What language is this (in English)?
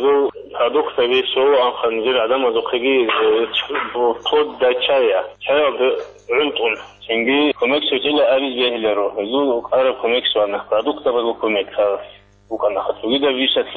Avaric